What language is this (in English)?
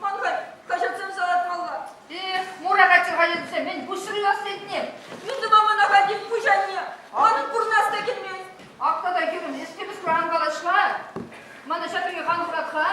Chuvash